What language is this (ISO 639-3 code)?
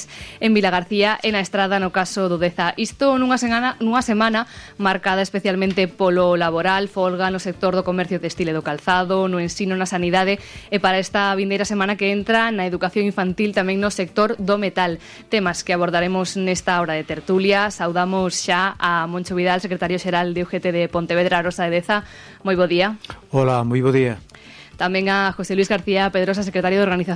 glg